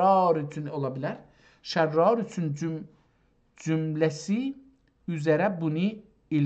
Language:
South Azerbaijani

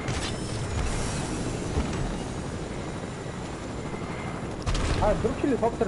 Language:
Bulgarian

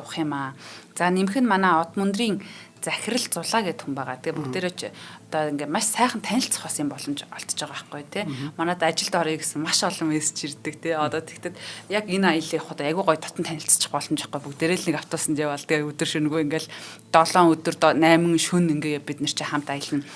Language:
Mongolian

